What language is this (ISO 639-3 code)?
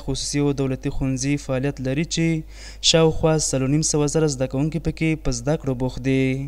pus